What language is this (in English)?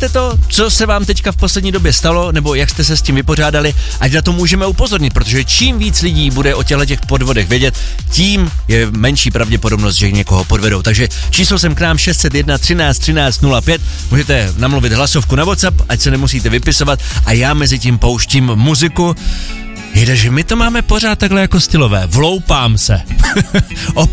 Czech